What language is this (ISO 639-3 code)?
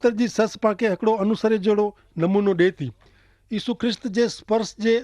kfr